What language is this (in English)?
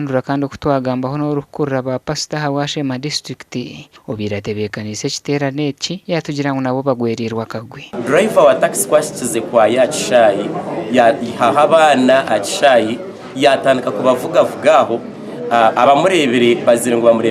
Nyankole